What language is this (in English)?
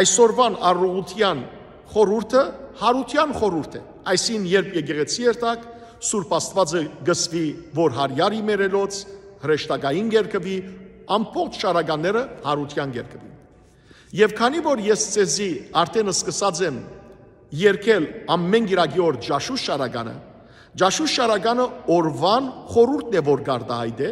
Western Armenian